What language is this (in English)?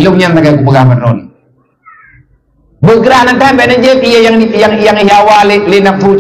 Malay